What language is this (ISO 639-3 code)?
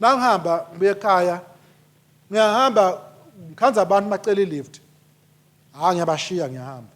ssw